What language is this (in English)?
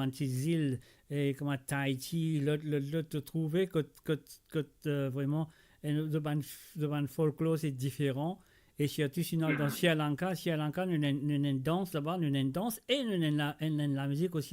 Morisyen